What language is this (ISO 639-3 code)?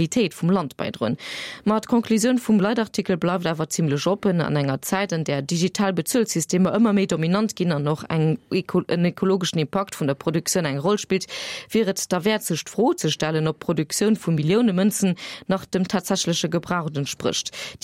ltz